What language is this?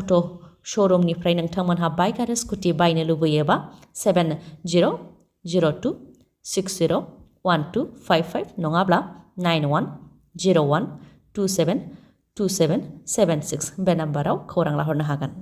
Bodo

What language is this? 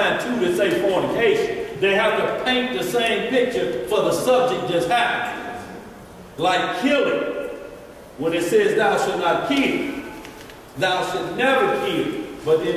English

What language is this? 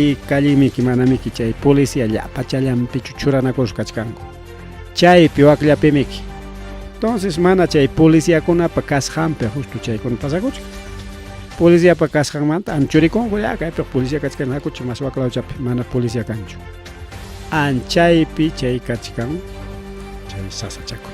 Ayacucho Quechua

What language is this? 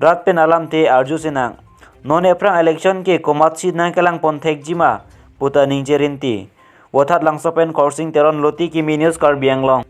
Karbi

